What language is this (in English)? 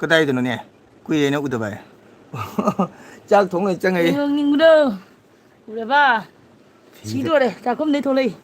Manipuri